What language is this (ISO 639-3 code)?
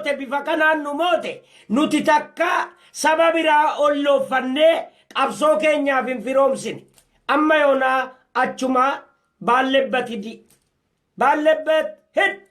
orm